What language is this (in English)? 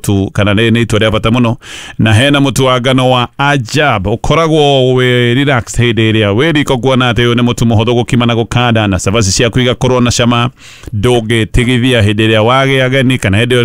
Kikuyu